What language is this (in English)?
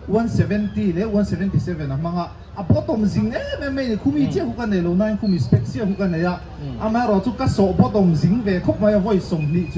Mizo